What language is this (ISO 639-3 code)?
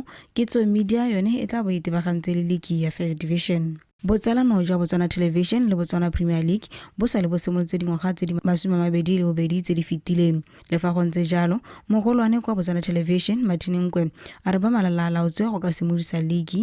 tsn